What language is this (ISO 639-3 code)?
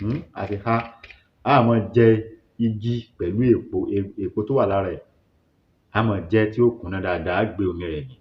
yor